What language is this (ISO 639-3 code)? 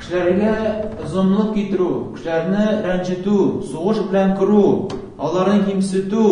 tat